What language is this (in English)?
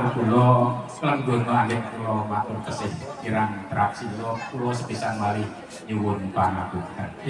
Javanese